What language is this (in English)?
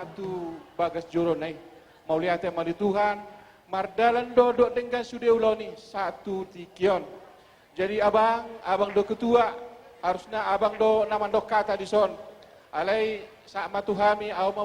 Batak Toba